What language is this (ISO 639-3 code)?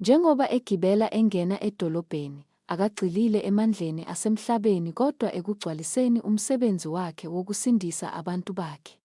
zul